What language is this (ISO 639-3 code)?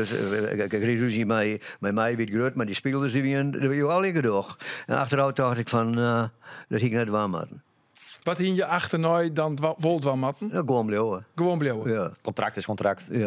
fry